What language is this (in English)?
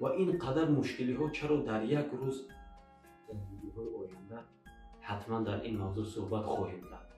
Tajik